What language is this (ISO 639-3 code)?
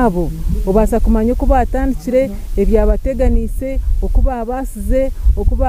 nyn